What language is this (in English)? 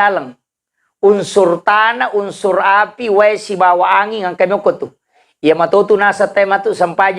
Buginese